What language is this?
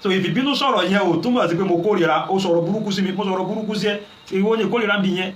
Yoruba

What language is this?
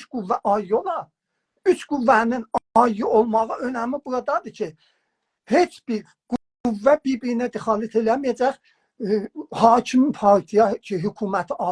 South Azerbaijani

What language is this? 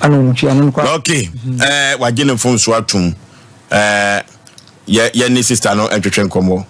Akan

